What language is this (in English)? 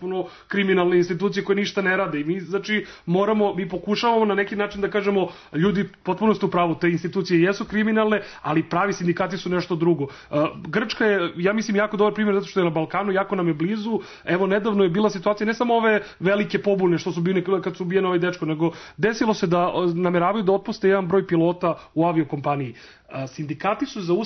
Serbian